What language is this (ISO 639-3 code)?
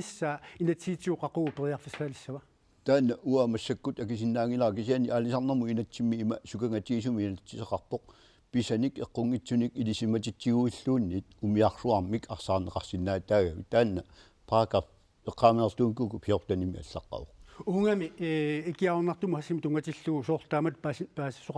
kal